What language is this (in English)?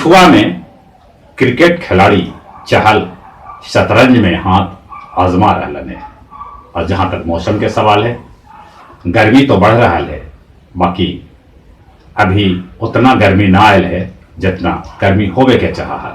Magahi